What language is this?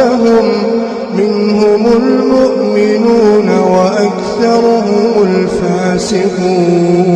Pashto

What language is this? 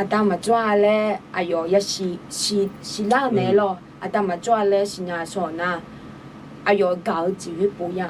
Akha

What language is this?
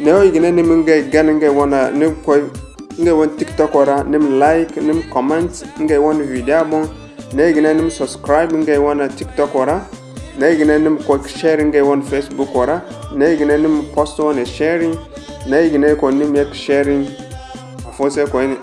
Zarma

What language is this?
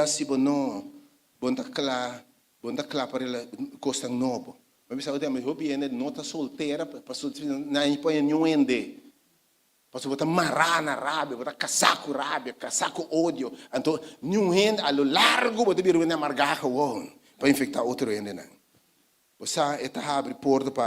Papiamento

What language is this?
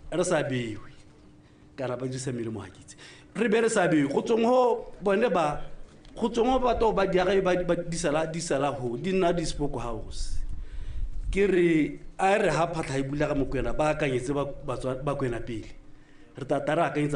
Tswana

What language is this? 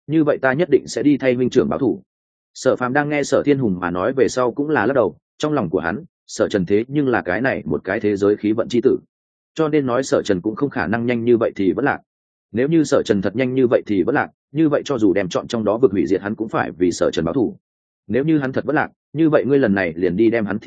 Vietnamese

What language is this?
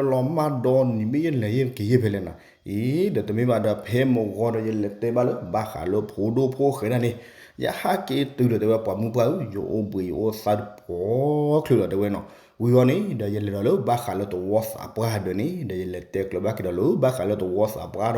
S'gaw Karen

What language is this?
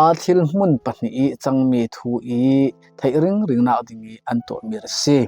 Falam Chin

